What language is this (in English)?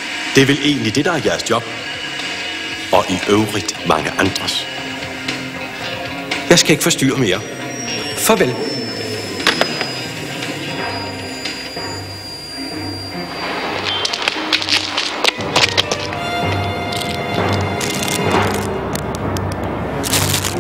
Danish